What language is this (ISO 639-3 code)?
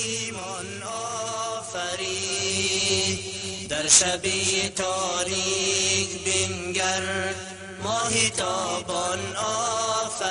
fas